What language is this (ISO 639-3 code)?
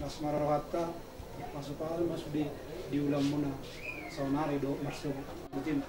bbc